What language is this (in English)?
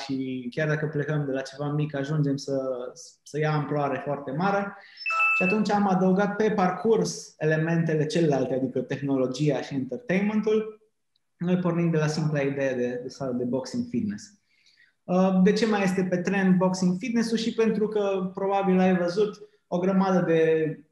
Romanian